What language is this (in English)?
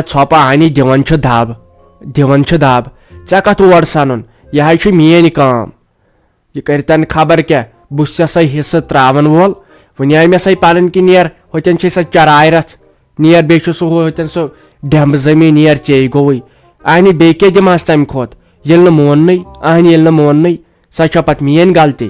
Kashmiri